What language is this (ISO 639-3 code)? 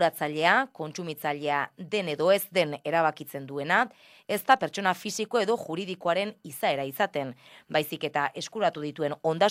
eus